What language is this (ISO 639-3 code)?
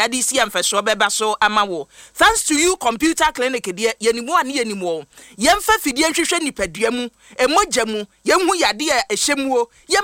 aka